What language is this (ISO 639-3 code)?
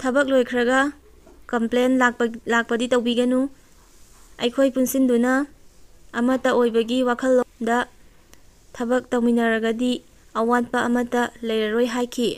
mni